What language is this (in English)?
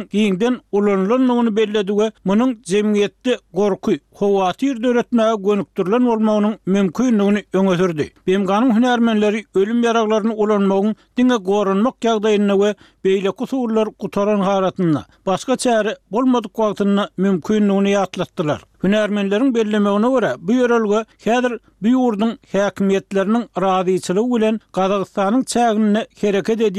Turkmen